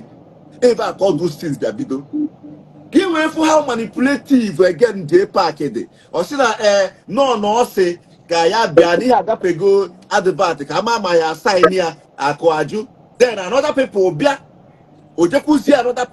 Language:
Igbo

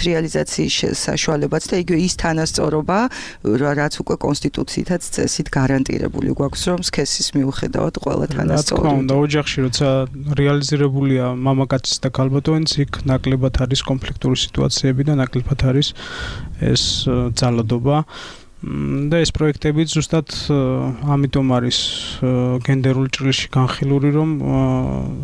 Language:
Georgian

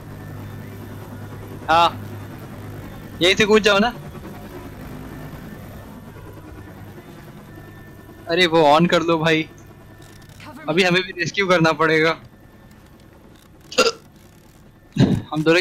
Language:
Hindi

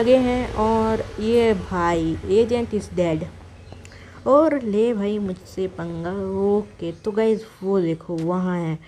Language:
Hindi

